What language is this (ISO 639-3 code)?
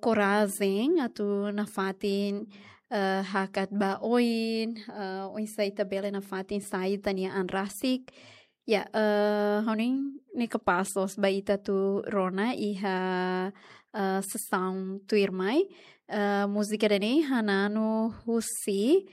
tet